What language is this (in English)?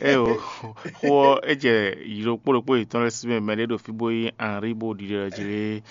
Fon